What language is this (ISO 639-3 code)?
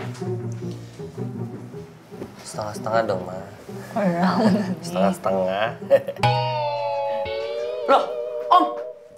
ind